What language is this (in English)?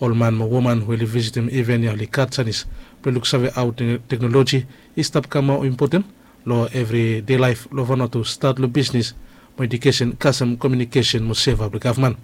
Bislama